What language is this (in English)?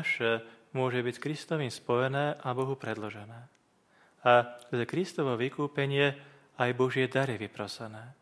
Slovak